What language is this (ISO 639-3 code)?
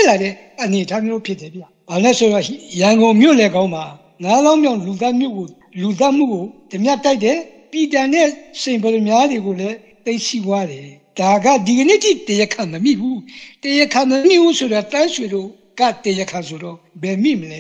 mya